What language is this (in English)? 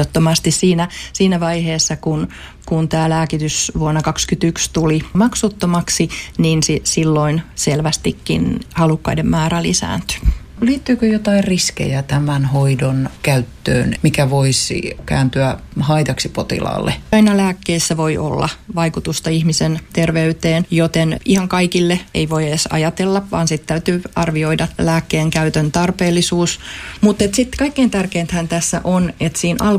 Finnish